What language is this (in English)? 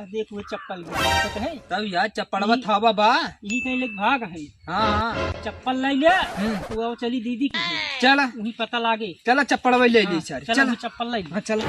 Awadhi